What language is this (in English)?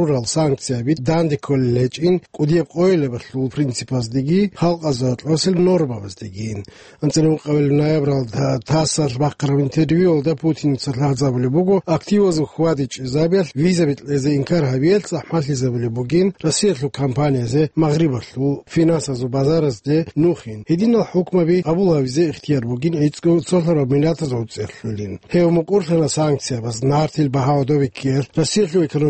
Avaric